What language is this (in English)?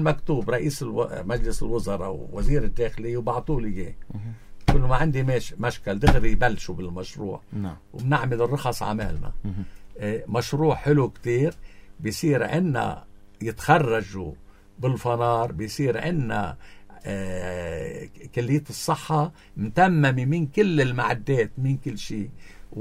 North Levantine Arabic